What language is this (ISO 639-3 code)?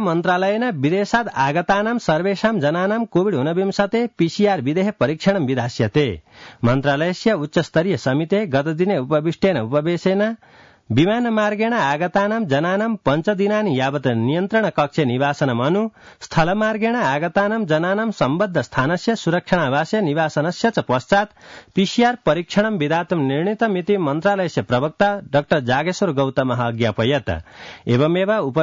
san